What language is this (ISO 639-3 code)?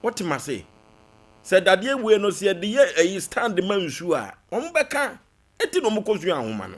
aka